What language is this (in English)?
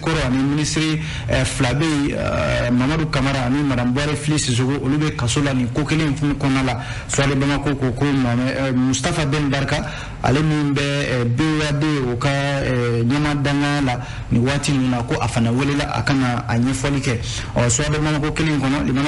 Bambara